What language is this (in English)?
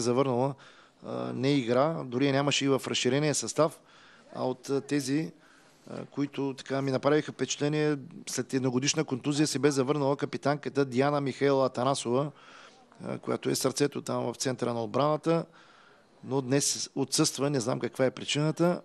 Bulgarian